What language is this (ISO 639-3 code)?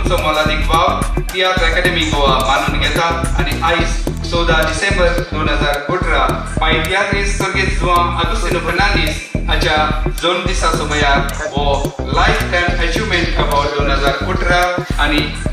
kok